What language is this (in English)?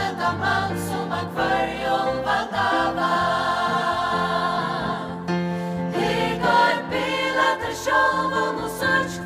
Faroese